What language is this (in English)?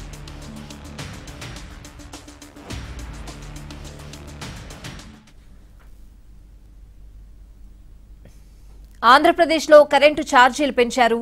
Telugu